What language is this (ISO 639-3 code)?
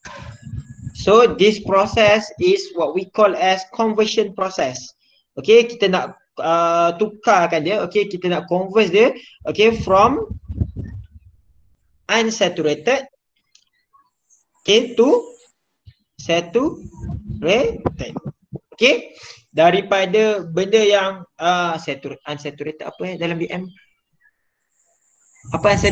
msa